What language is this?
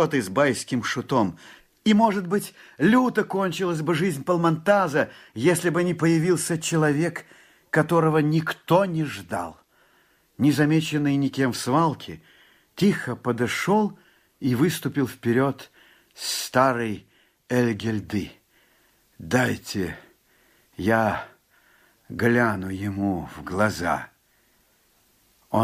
Russian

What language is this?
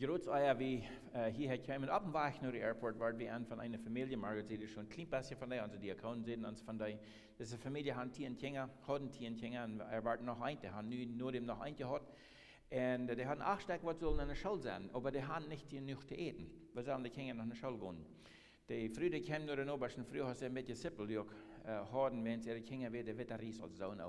Plautdietsch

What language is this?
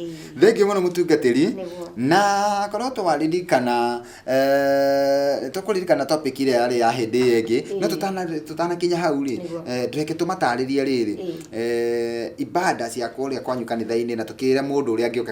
Kikuyu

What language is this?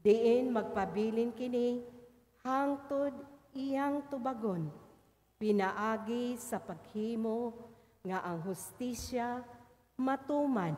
Cebuano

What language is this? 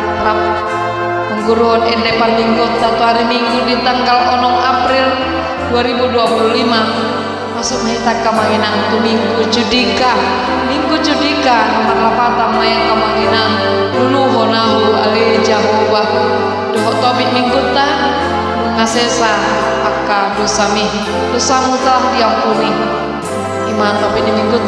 Batak Toba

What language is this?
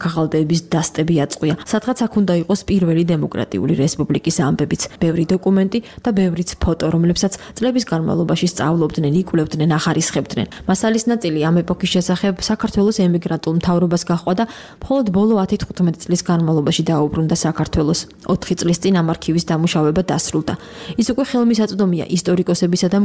Georgian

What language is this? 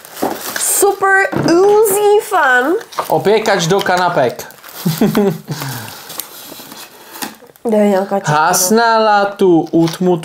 Czech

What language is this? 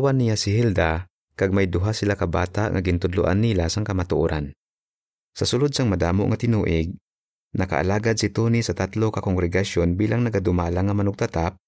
Hiligaynon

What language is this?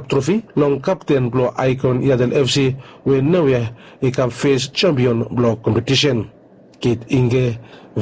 Bislama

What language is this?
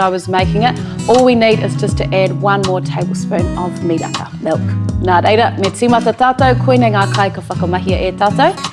Māori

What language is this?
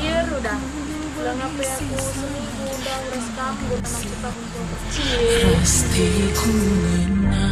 Batak Karo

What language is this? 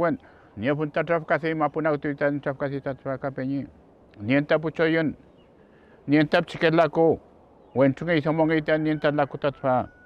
Mapuche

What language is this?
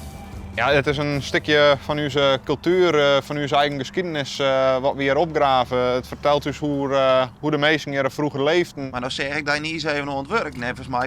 Western Frisian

